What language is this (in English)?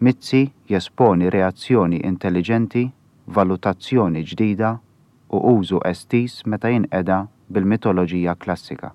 Maltese